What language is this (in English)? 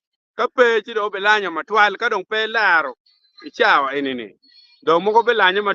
Acoli